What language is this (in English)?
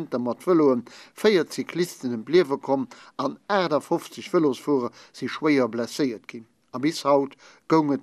Luxembourgish